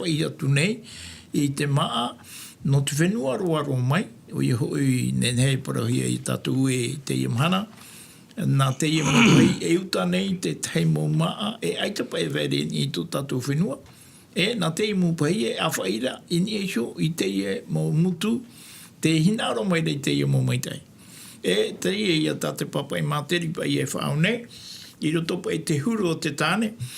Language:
Tahitian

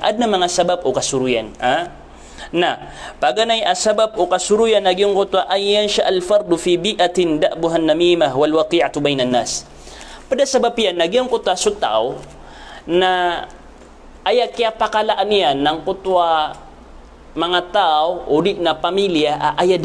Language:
Maranao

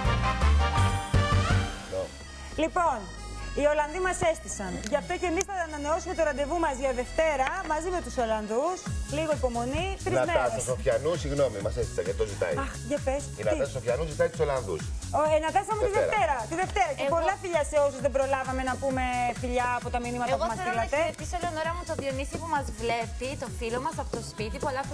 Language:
Greek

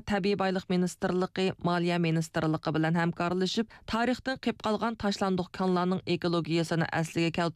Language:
Uyghur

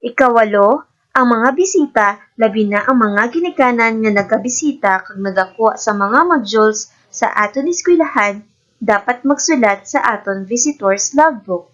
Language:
Hiligaynon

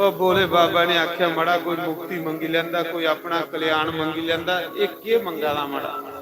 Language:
Dogri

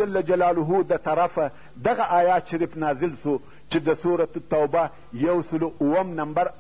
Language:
Pashto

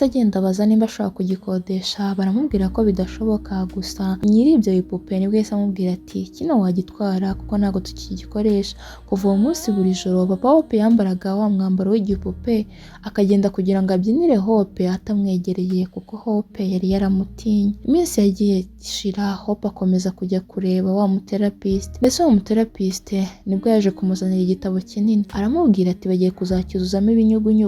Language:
Kinyarwanda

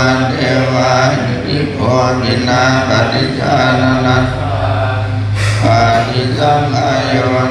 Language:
Pali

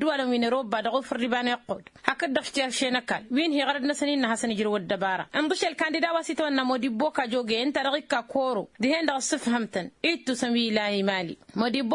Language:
Tamasheq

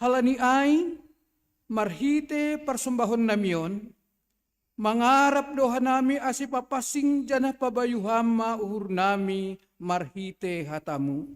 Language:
Batak Simalungun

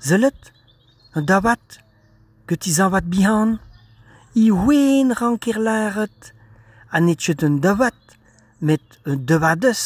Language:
Breton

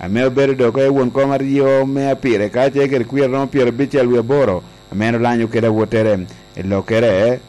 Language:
Lango (Uganda)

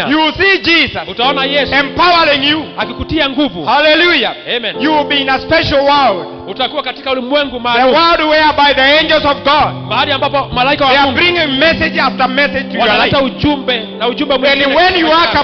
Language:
Swahili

